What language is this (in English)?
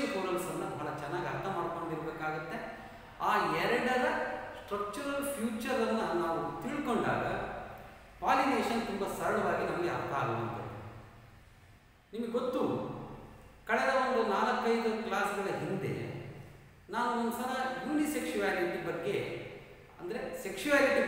Kannada